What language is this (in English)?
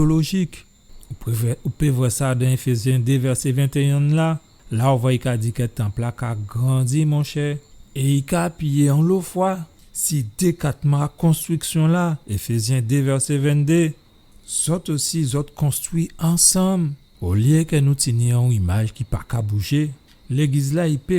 Guadeloupean Creole French